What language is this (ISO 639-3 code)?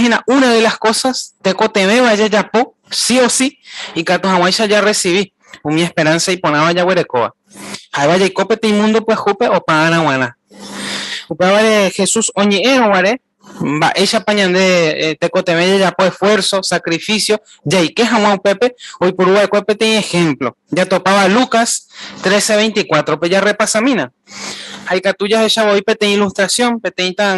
grn